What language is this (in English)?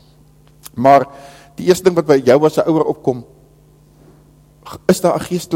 Afrikaans